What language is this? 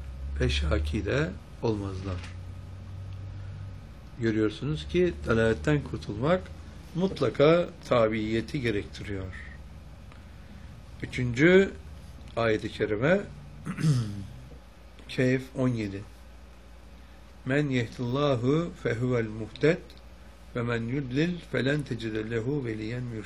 Turkish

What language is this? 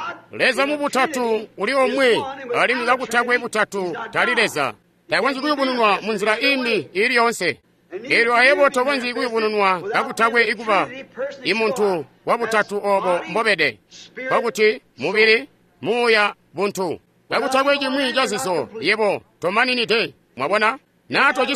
Tonga (Zambia)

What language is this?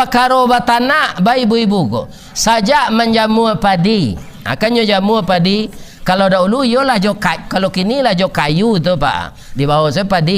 Minangkabau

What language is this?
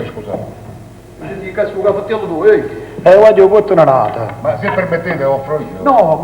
Neapolitan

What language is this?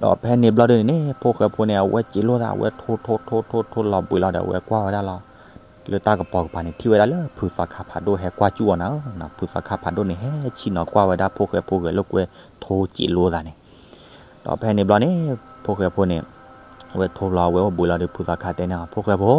S'gaw Karen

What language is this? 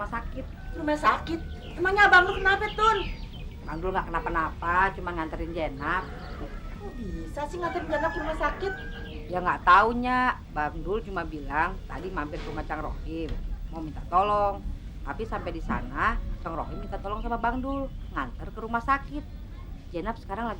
Betawi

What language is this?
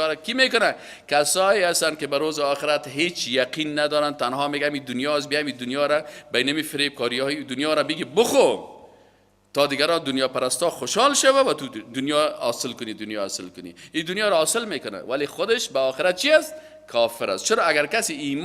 Persian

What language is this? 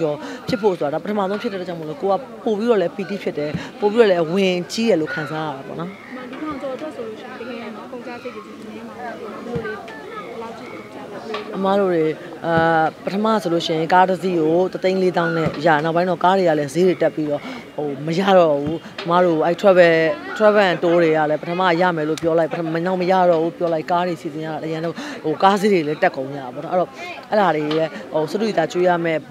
Burmese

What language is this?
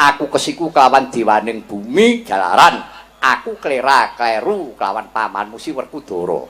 Javanese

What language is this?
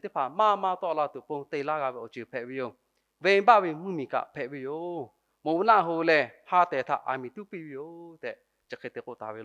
Lahu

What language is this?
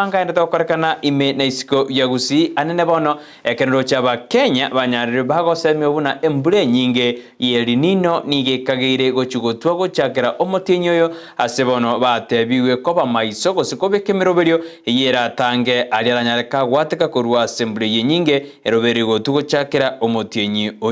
Gusii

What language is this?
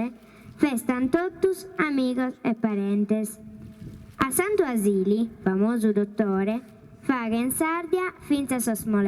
Sardinian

